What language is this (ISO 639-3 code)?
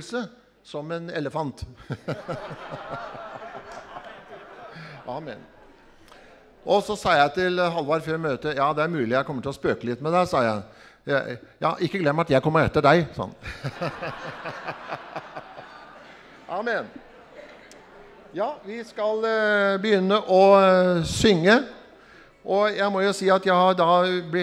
nor